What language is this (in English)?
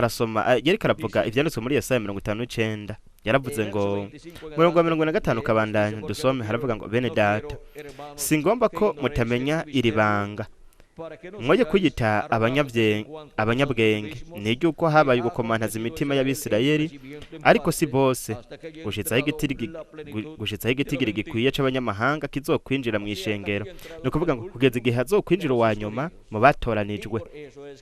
Rundi